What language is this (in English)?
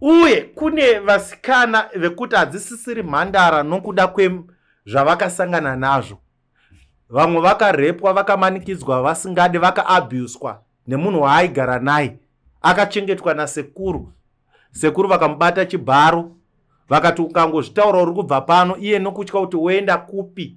Shona